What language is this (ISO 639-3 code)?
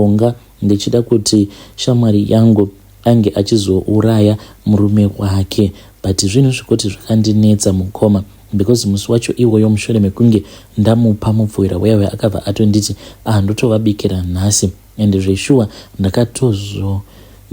sna